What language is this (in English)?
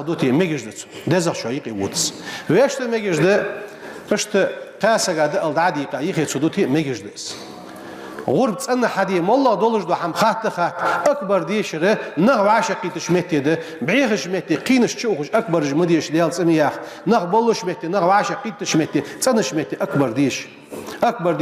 Ingush